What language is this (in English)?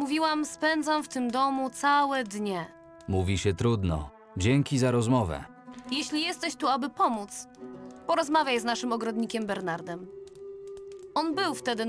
Polish